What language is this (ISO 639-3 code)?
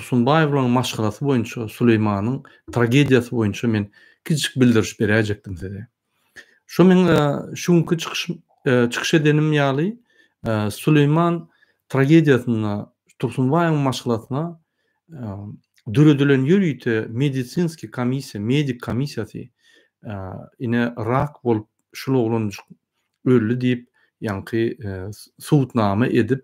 tuk